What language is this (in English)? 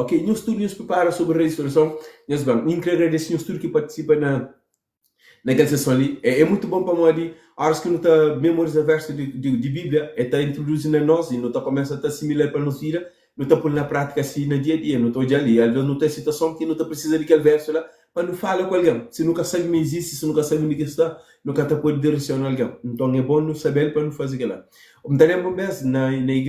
Kabuverdianu